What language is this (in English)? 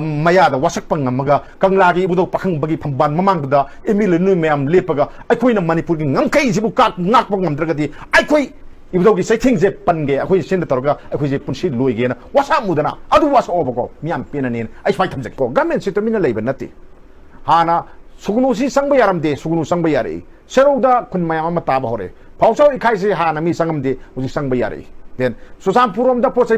Manipuri